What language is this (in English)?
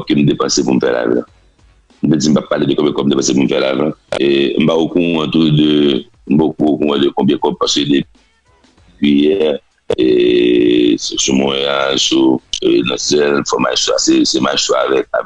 Haitian Creole